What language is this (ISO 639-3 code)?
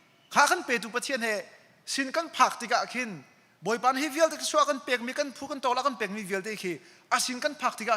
cnh